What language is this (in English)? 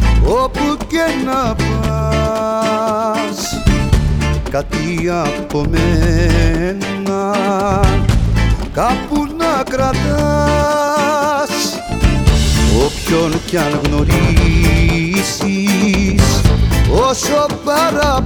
Greek